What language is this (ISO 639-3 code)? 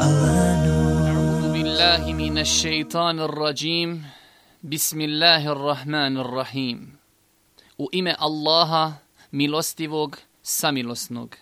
bos